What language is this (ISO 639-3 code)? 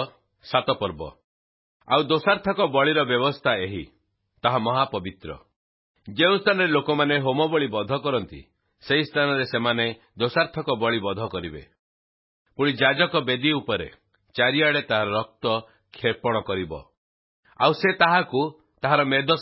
ori